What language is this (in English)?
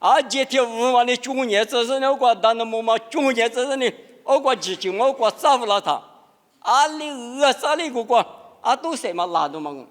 Lisu